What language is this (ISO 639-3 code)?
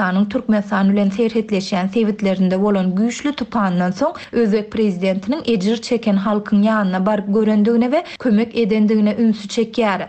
tuk